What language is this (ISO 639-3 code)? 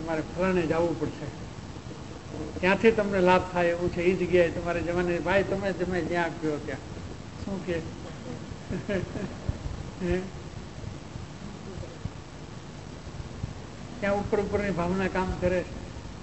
guj